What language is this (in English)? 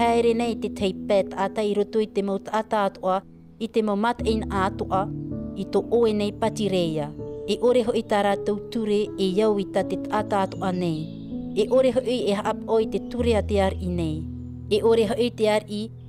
Tahitian